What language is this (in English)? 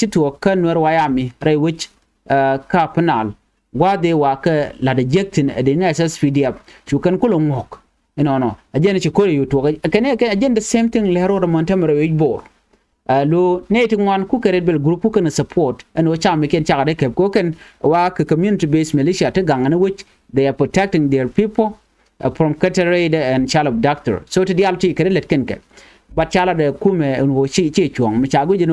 Nuer